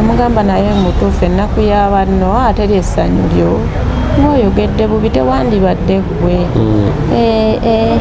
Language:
Ganda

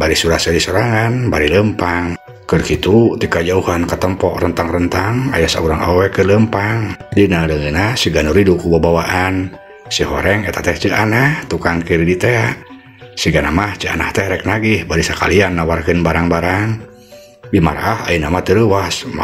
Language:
Sundanese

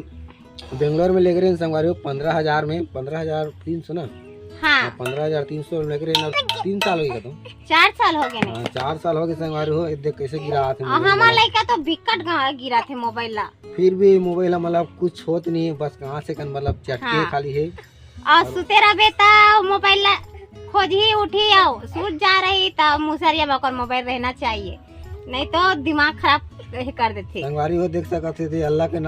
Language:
Chhattisgarhi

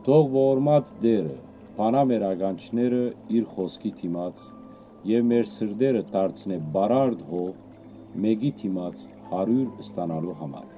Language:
Western Armenian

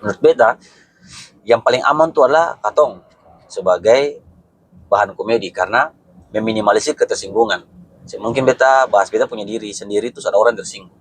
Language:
Ambonese Malay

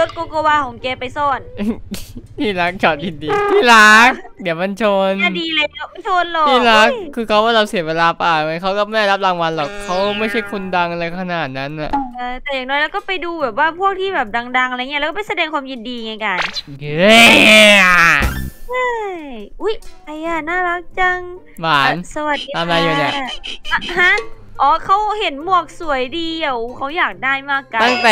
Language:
Thai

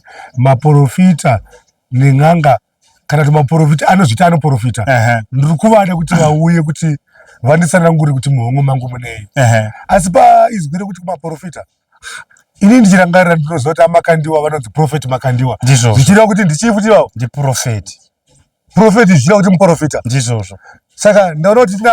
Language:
Shona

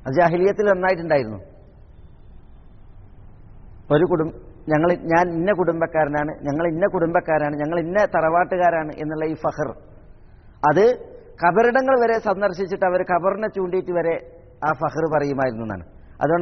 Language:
Malayalam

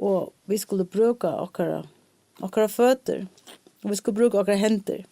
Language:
Faroese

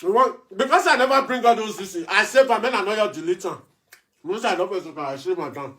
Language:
Nigerian Pidgin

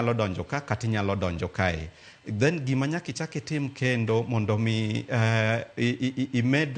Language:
Luo (Kenya and Tanzania)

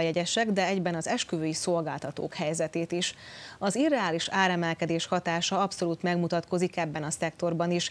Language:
Hungarian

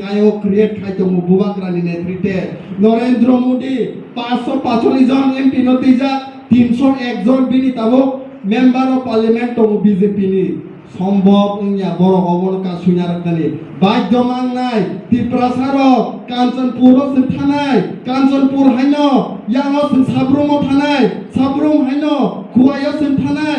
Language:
Kok Borok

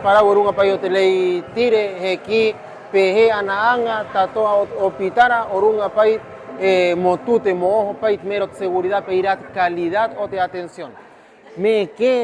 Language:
Rapanui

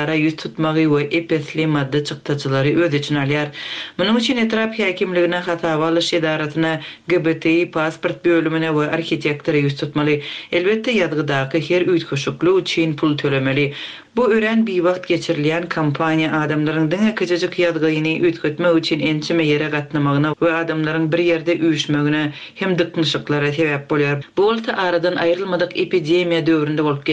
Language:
Turkmen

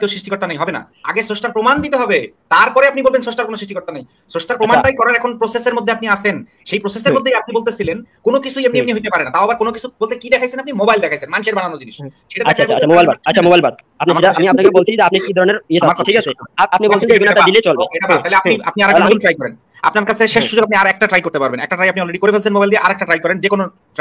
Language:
Bangla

